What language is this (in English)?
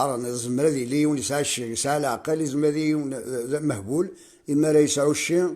Kabyle